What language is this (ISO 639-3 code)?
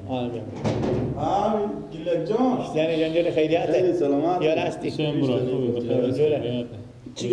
fas